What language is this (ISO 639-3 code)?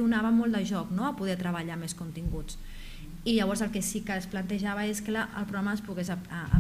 cat